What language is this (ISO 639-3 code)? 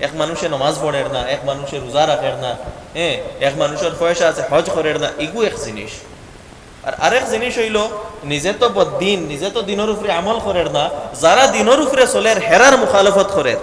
syl